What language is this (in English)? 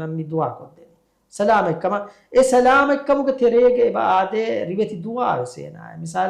Divehi